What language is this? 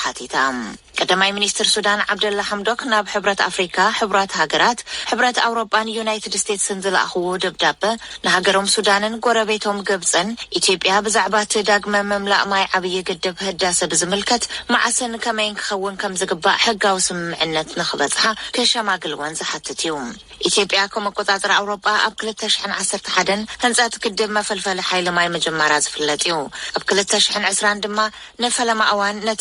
Tigrinya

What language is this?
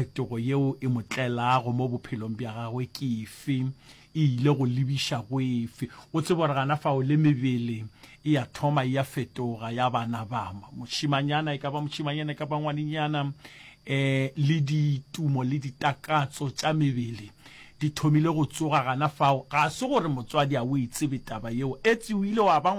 Northern Sotho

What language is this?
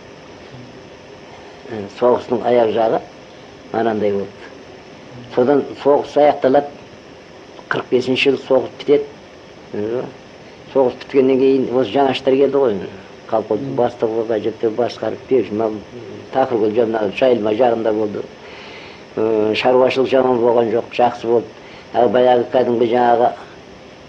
Kazakh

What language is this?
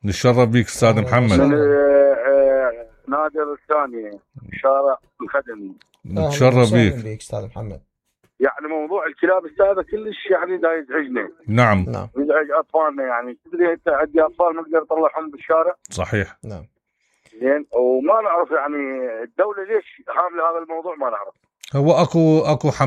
Mesopotamian Arabic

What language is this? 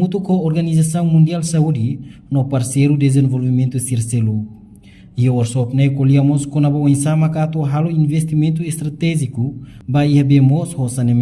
Tetum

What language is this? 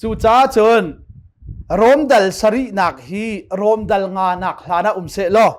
Hakha Chin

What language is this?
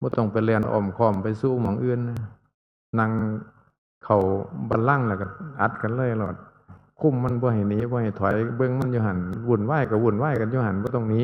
Northeastern Thai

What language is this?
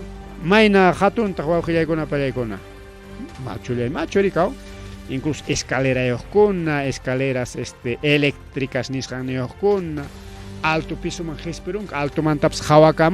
Ayacucho Quechua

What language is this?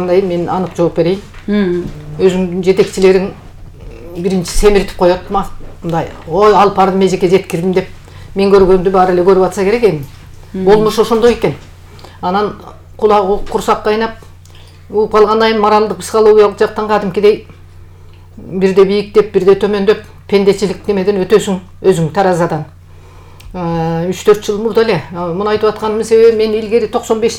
Kyrgyz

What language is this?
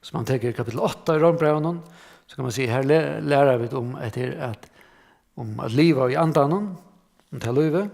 Faroese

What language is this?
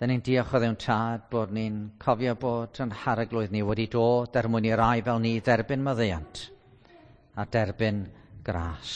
Welsh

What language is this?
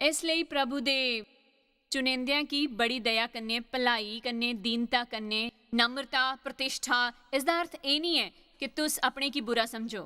Dogri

